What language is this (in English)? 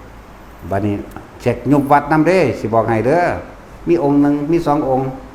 Northeastern Thai